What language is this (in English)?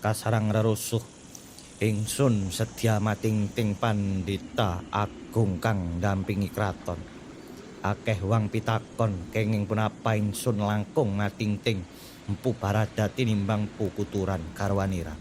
Javanese